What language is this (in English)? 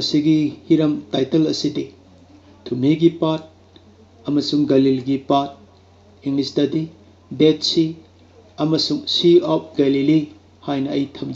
Manipuri